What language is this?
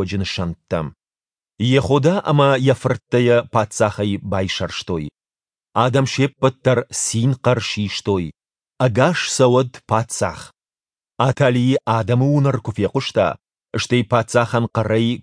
Ossetic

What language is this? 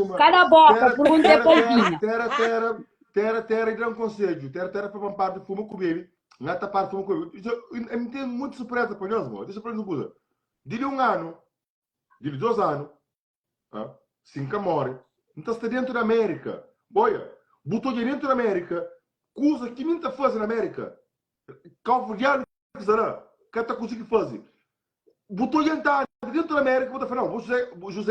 Kabuverdianu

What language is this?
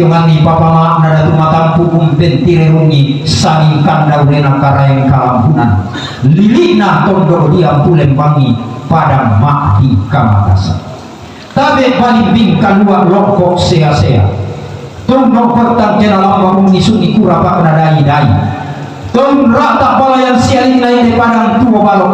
Toraja-Sa'dan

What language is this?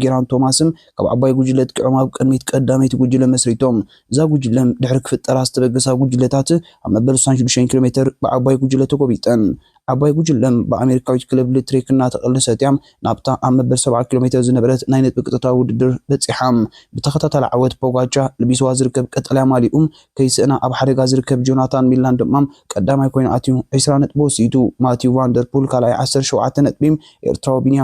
Tigrinya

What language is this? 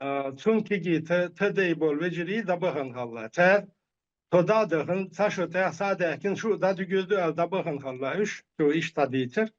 Chechen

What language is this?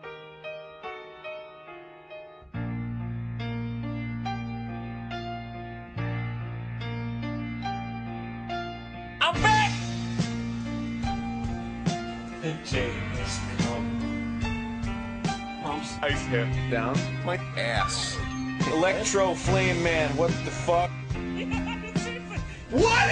English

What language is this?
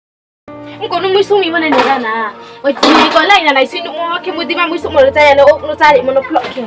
Riang (India)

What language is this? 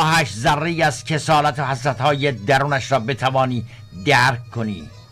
Persian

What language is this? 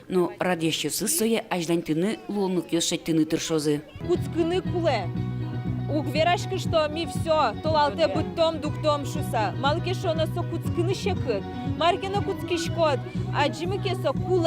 Udmurt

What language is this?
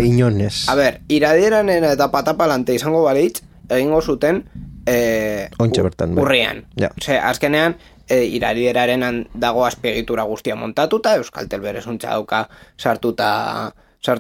Basque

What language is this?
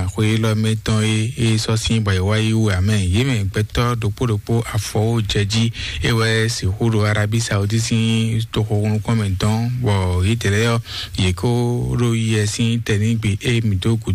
Fon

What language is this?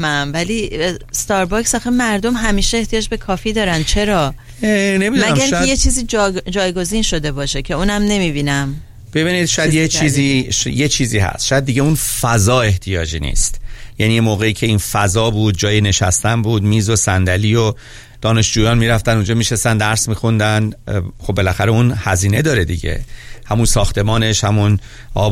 Persian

